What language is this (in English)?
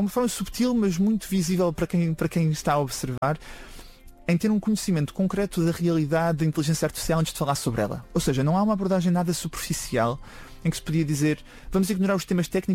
Portuguese